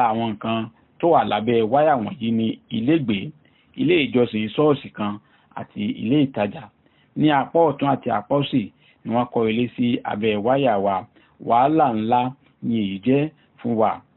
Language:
Yoruba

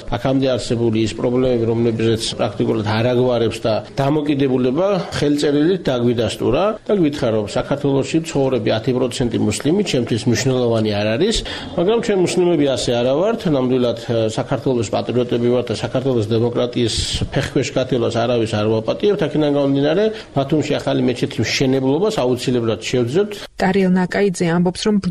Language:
Georgian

